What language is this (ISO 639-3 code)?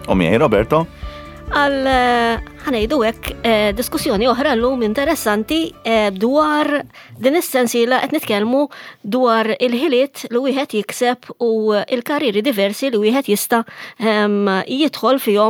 mlt